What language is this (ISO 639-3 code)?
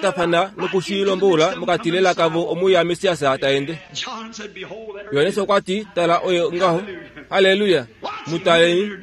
kua